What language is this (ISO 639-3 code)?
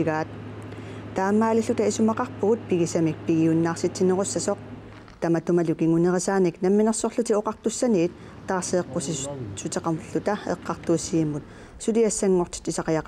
kal